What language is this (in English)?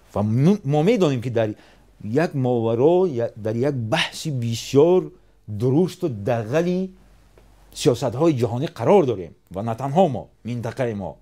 Tajik